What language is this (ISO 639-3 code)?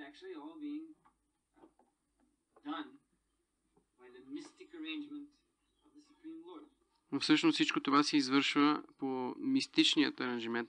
bul